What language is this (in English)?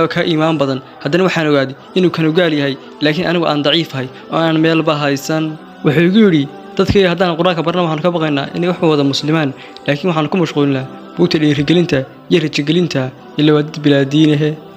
Somali